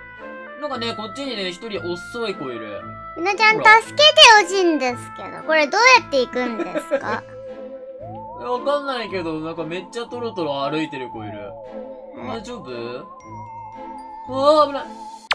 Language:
Japanese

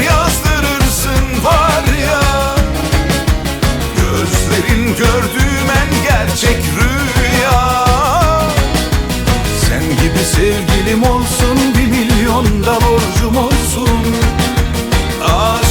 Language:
Turkish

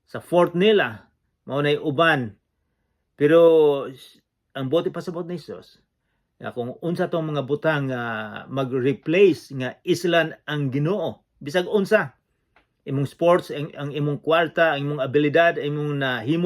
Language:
Cebuano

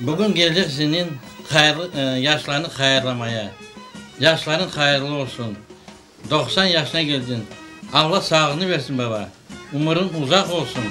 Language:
Crimean Tatar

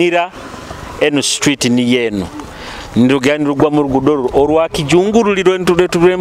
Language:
Nyoro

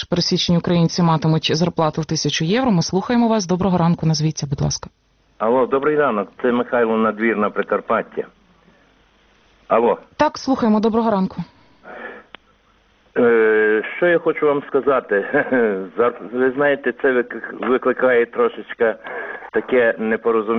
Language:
Ukrainian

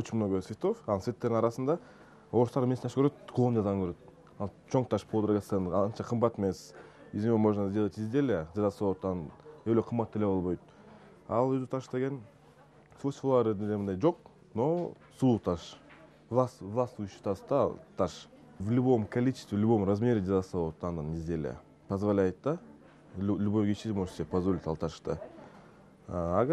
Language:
Kyrgyz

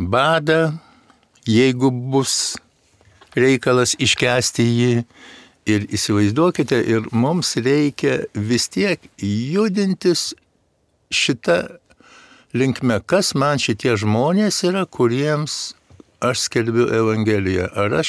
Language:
Lithuanian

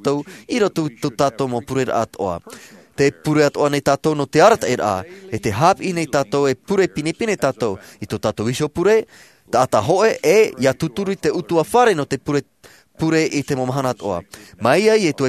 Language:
Tahitian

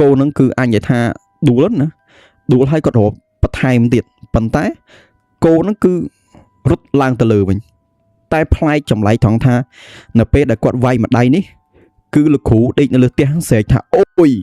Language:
Khmer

